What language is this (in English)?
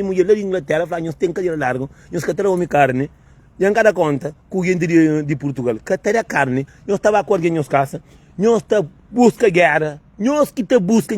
Kabuverdianu